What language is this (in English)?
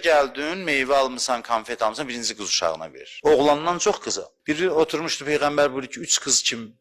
Azerbaijani